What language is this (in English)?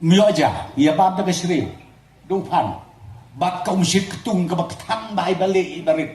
Khasi